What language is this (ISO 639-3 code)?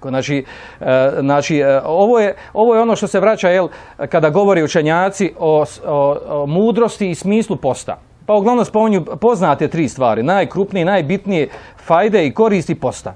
bos